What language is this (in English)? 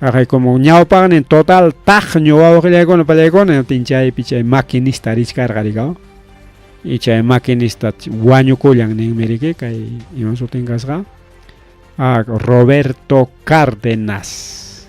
Ayacucho Quechua